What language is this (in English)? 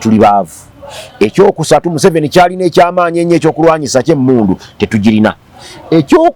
Ganda